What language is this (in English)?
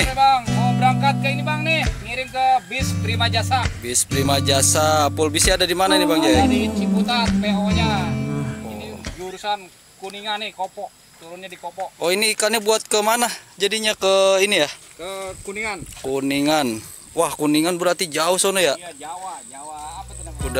Betawi